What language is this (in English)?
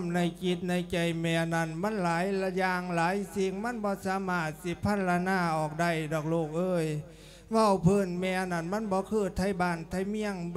Lao